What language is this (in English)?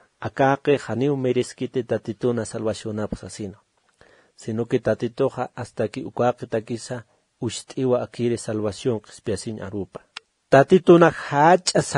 Aymara